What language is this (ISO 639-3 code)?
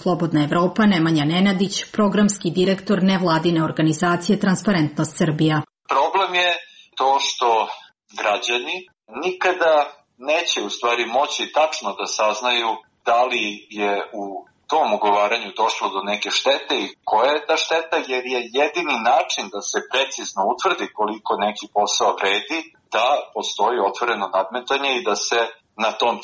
srp